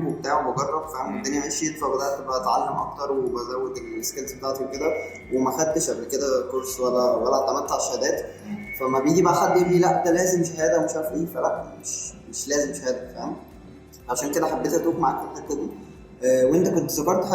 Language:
Egyptian Arabic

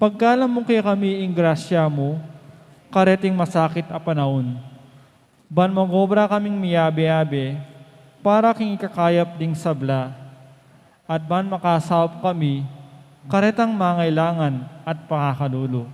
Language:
Pampanga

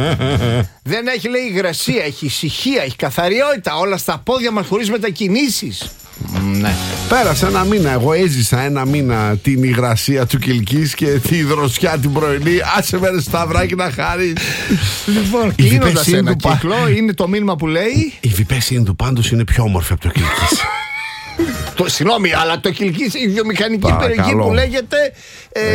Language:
Greek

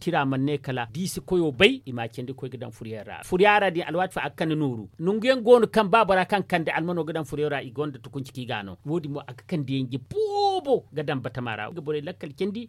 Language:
Zarma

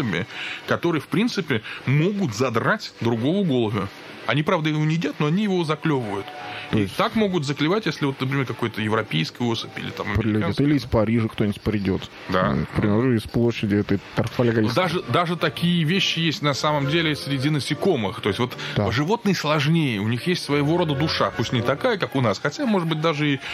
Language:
Russian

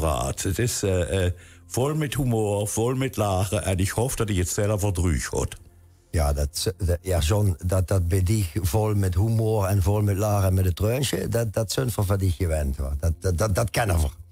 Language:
Limburgish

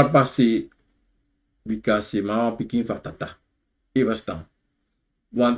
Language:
Sranan Tongo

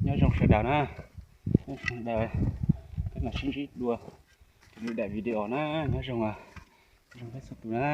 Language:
Hmong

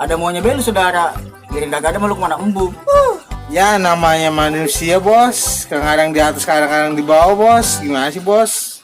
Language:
Betawi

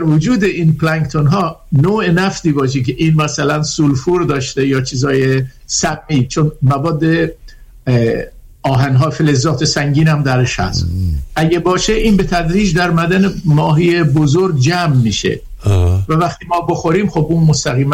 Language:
Persian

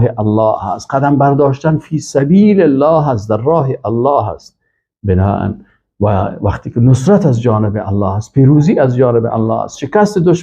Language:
Persian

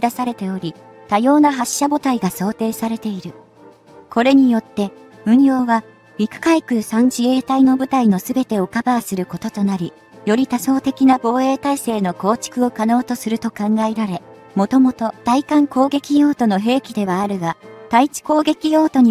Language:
Japanese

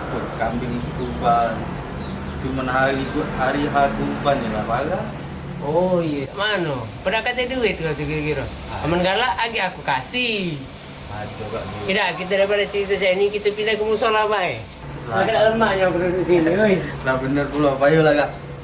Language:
Musi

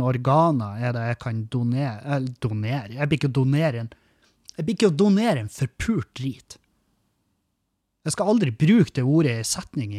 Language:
Norwegian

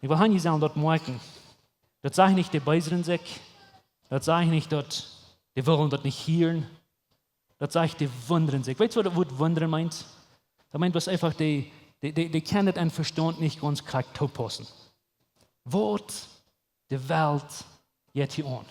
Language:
Plautdietsch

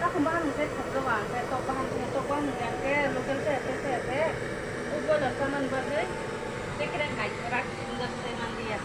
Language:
Kok Borok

